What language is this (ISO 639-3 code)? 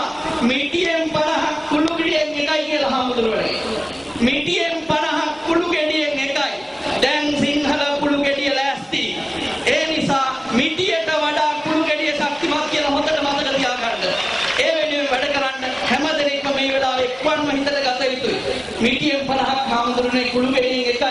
sin